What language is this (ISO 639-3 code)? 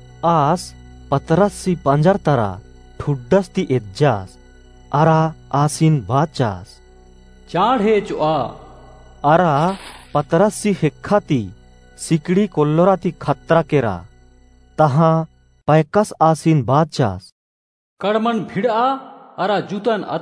kru